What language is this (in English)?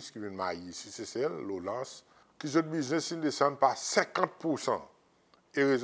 Seselwa Creole French